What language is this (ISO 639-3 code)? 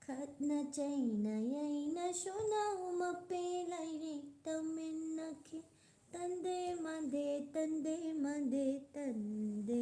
mni